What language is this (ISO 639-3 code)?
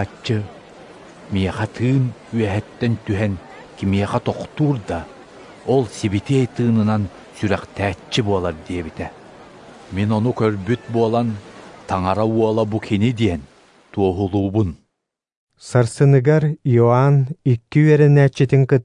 sah